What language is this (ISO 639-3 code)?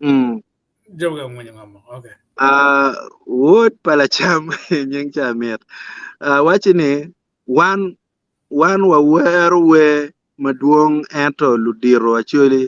ach